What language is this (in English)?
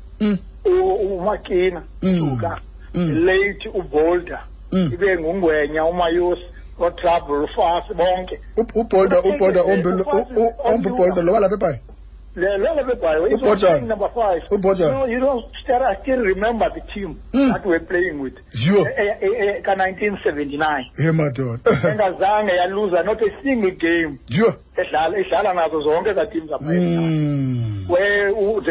Xhosa